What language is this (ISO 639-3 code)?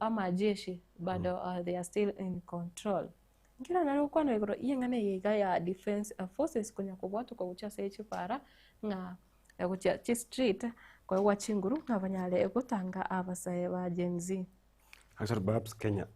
guz